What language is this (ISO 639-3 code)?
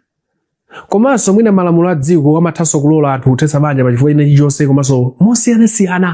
nya